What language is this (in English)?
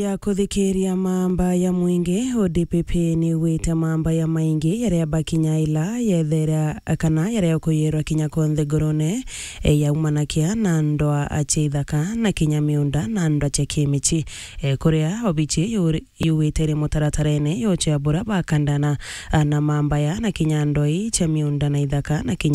Meru